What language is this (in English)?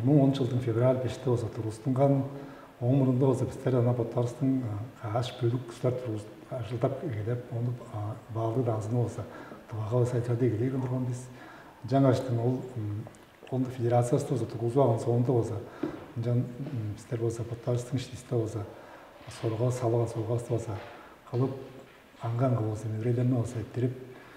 Tuvinian